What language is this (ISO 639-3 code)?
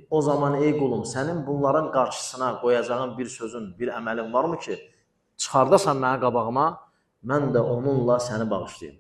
aze